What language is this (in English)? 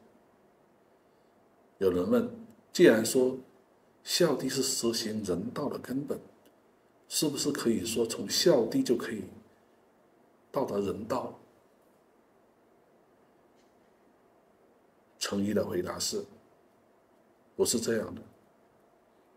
Chinese